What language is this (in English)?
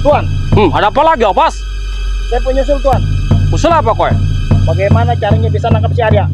Betawi